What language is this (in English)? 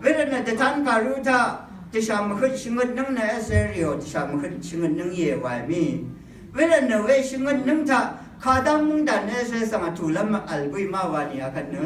Rawang